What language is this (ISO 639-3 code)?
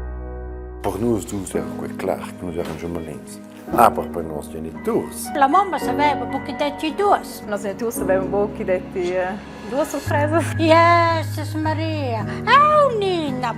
roh